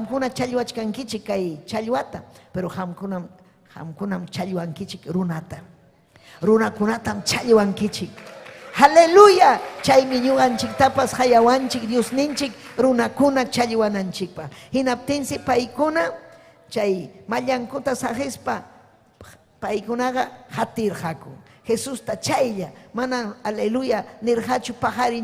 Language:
Ayacucho Quechua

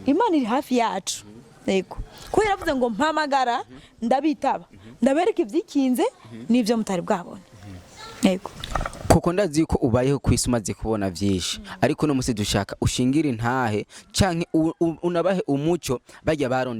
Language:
Rundi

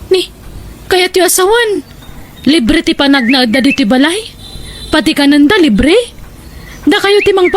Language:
Iloko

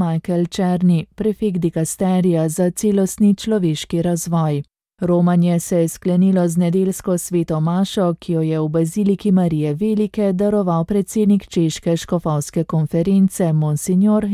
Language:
Slovenian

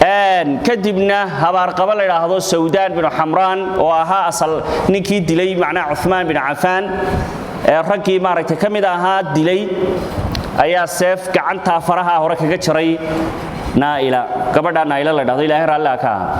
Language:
Somali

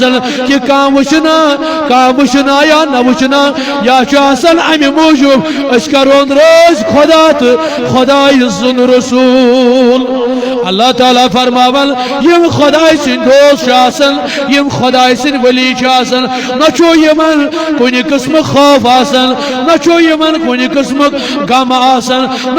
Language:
Kashmiri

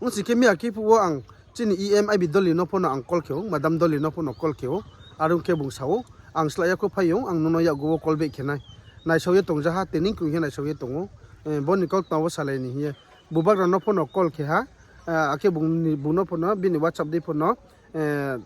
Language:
Riang (India)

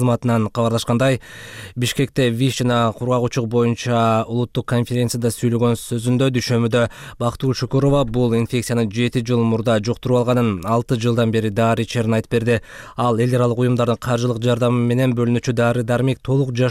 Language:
Kyrgyz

